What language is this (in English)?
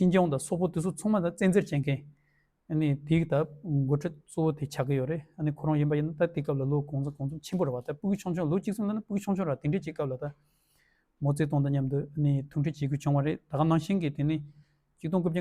Tibetan